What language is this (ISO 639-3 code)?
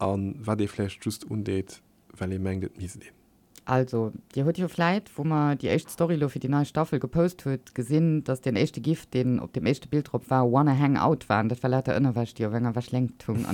ltz